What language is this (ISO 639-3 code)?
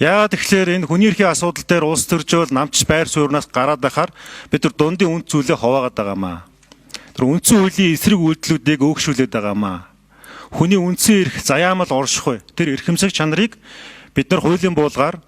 mon